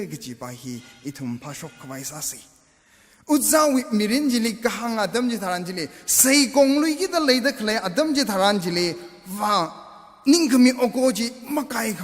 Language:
Tangkhul Naga (India)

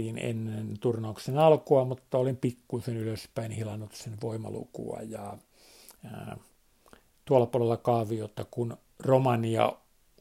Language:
Finnish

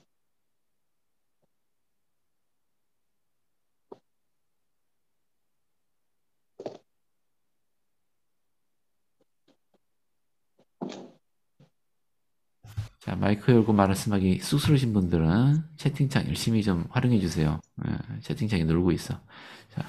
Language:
Korean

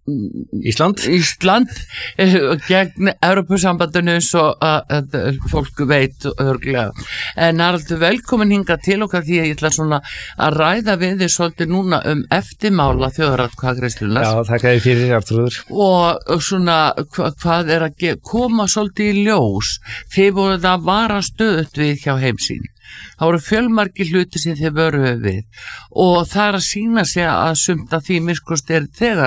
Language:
Icelandic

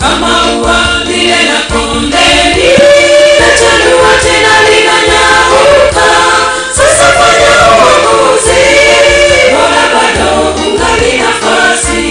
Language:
Gusii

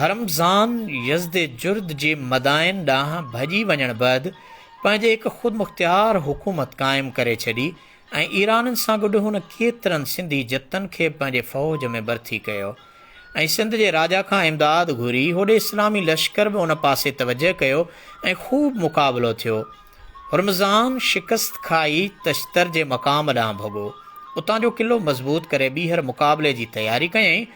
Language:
Sindhi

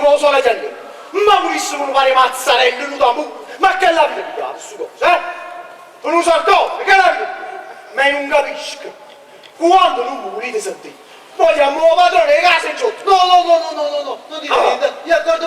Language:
Neapolitan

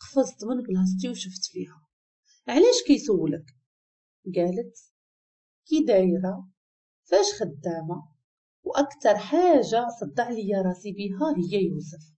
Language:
Moroccan Arabic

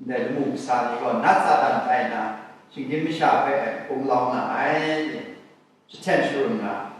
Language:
Kachin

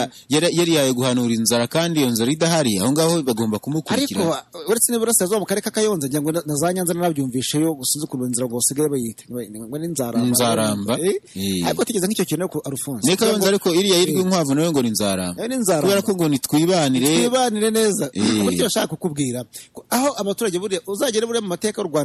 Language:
Kinyarwanda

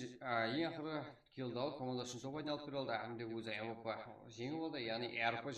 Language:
Kara-Kalpak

